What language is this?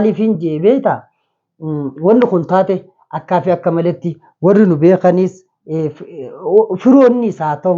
Oromo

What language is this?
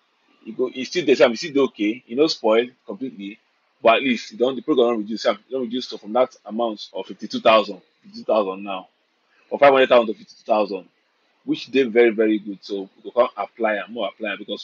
Nigerian Pidgin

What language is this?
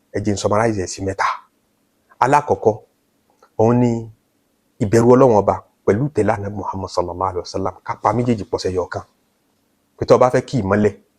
Yoruba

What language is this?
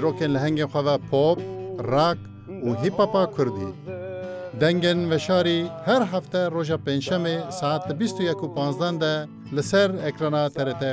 Kurdish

